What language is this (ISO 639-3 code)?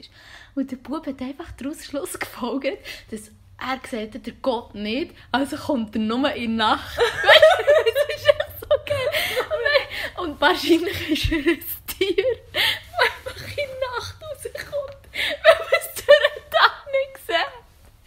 gsw